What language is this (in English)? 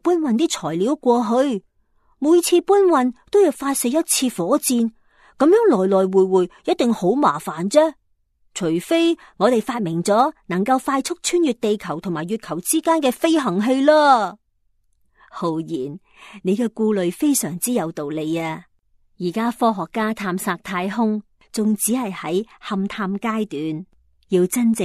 Cantonese